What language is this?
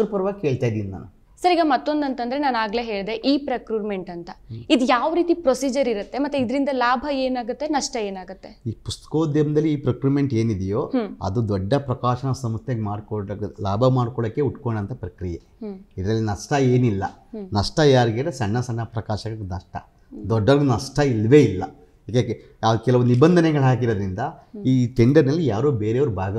Kannada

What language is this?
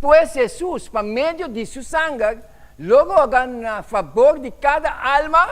Papiamento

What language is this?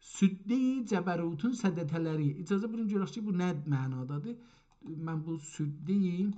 South Azerbaijani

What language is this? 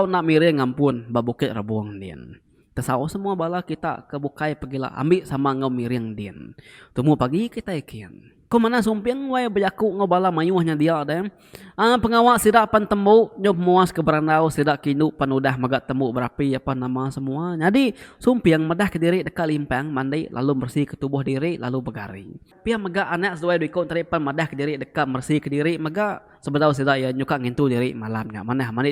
Iban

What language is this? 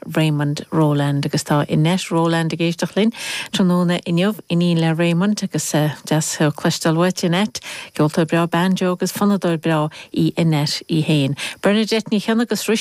Irish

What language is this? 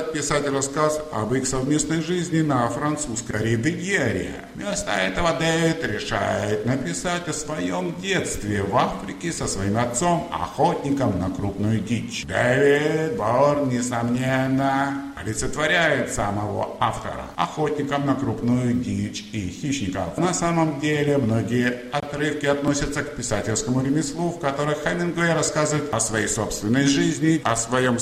Russian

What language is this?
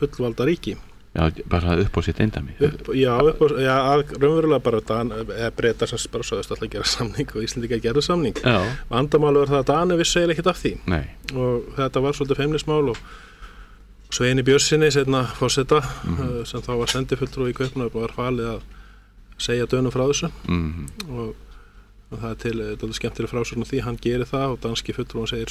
Icelandic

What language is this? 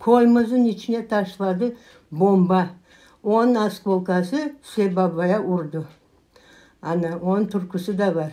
Crimean Tatar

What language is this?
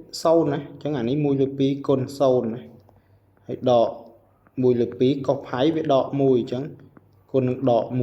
Khmer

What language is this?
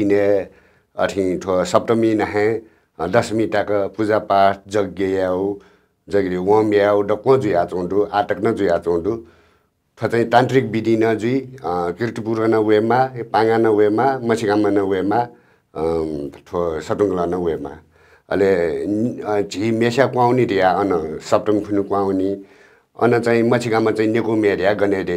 Newari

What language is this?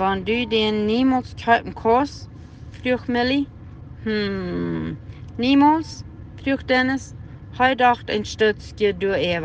Plautdietsch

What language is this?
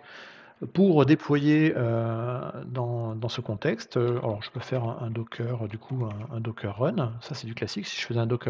French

